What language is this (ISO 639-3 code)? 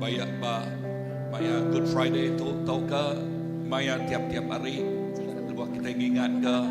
iba